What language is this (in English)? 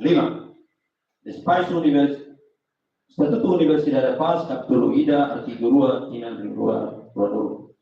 Tetum